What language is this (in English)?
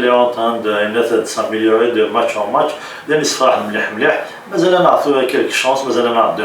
Kabyle